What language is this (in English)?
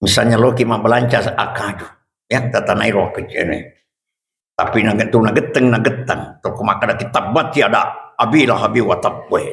Buginese